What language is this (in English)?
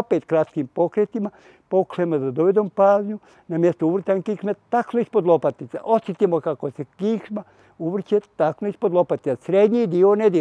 Bosnian